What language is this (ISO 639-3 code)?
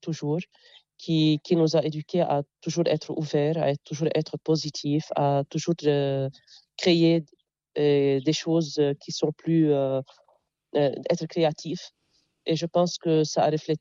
fra